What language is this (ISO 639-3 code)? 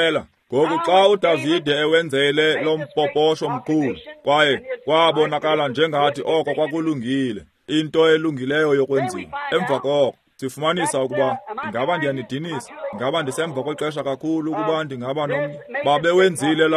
xho